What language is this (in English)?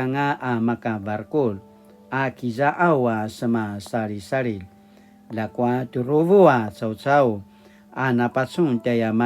Paiwan